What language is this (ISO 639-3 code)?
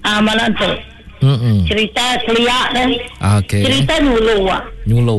iba